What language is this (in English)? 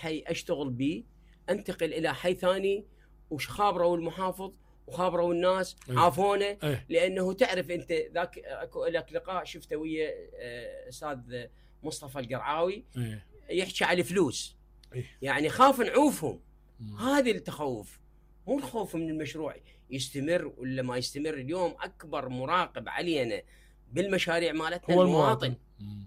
Mesopotamian Arabic